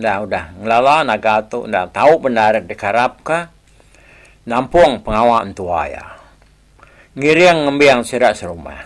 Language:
Iban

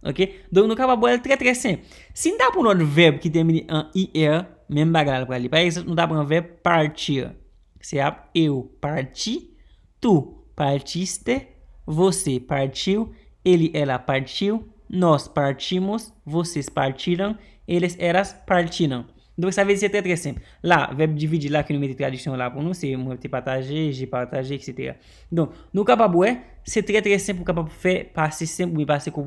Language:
Haitian Creole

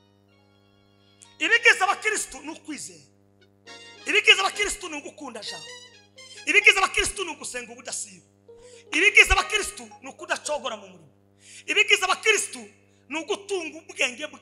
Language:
Kinyarwanda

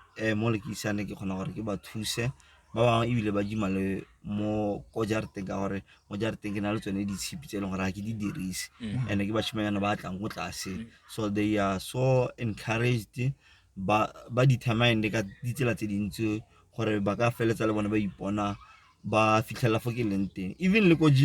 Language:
Tswana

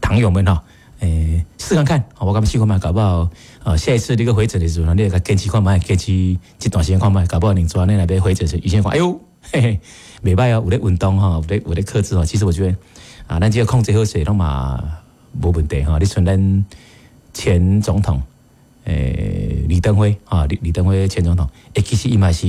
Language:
Min Nan Chinese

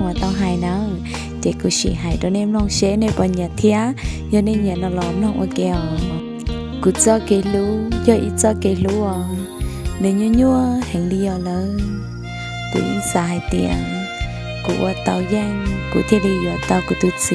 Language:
Hmong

